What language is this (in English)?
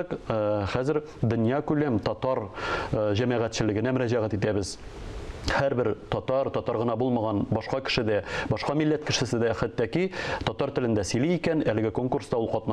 Tatar